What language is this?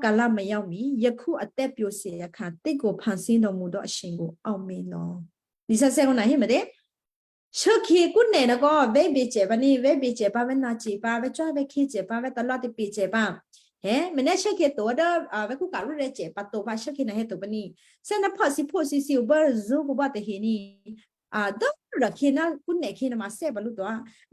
Western Kayah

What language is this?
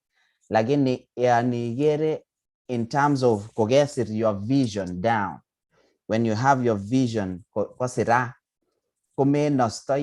Kalenjin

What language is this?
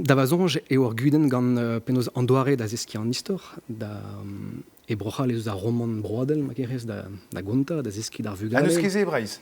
Breton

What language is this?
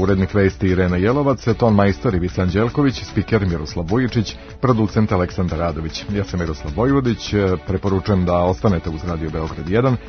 Serbian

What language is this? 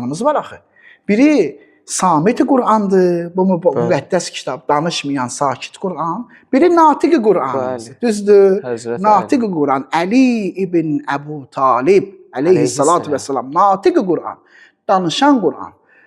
Azerbaijani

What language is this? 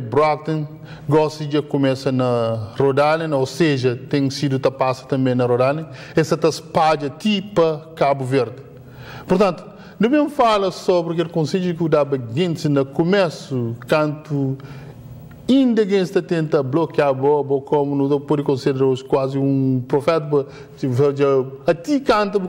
Kabuverdianu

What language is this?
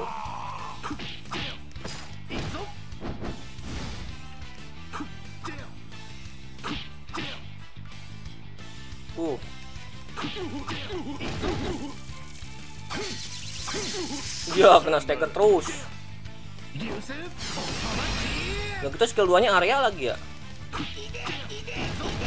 Indonesian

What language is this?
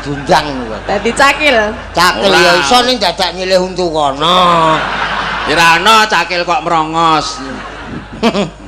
Javanese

